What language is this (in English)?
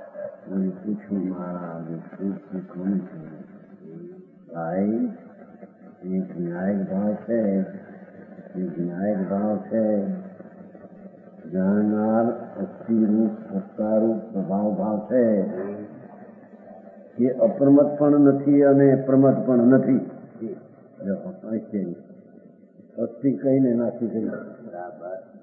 Gujarati